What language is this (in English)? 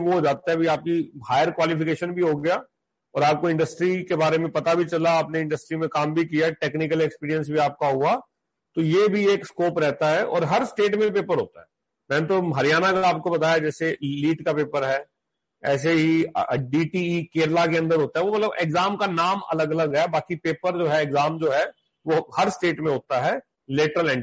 Hindi